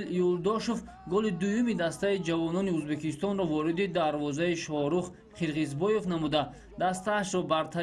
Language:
Tajik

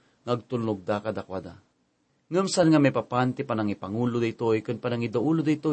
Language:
Iloko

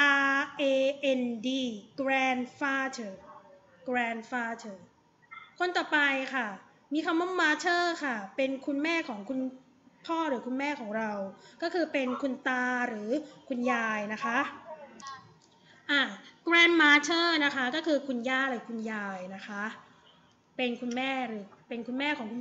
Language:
Thai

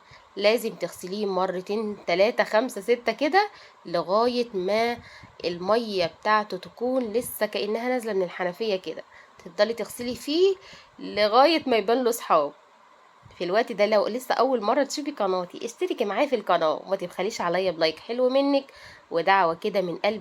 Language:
Egyptian Arabic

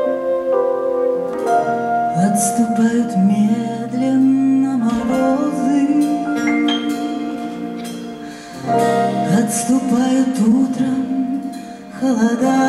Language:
Russian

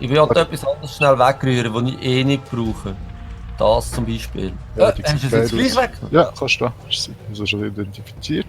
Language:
Swiss German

